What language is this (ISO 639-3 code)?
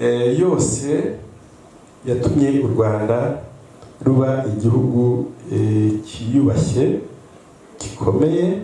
kin